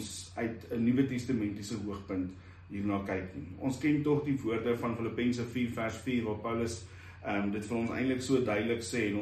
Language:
Afrikaans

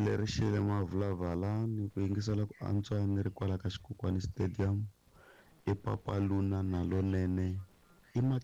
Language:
Tsonga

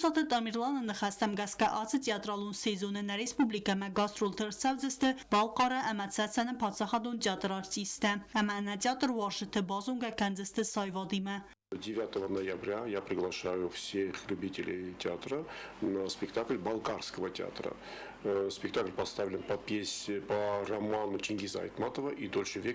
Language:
Ossetic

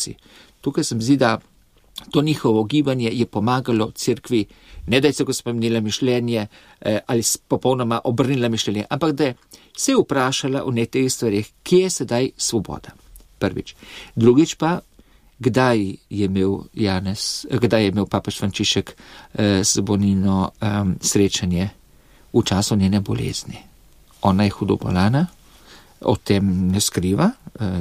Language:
Slovenian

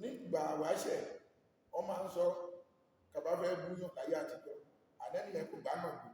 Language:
Yoruba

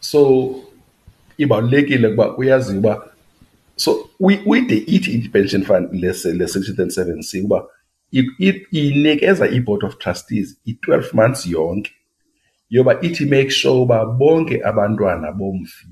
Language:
Xhosa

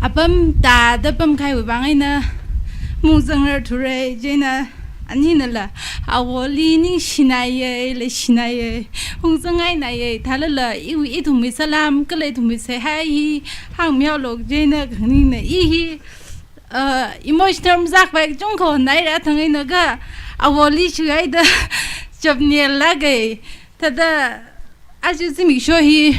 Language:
Tangkhul Naga (India)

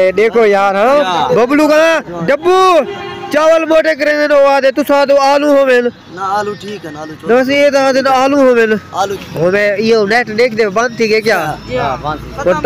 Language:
Saraiki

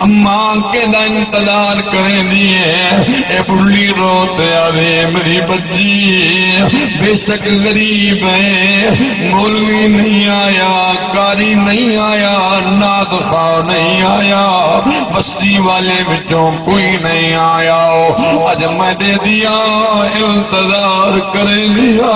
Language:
Saraiki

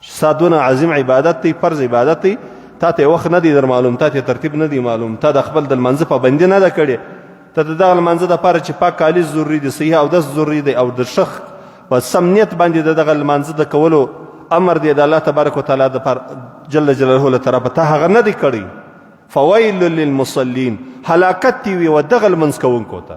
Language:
Pashto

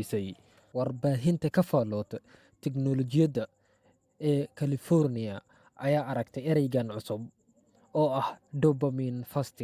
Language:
Somali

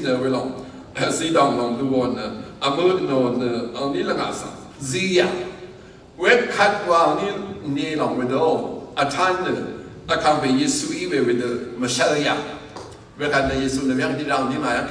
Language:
Rawang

